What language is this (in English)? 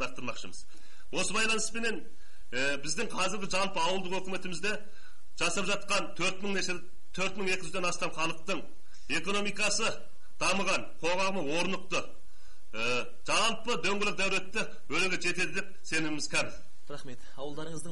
Kazakh